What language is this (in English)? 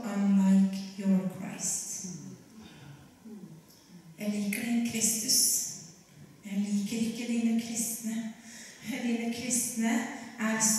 Norwegian